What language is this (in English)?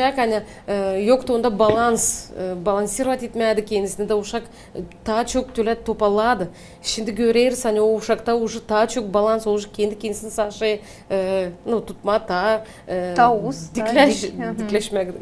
Gagauz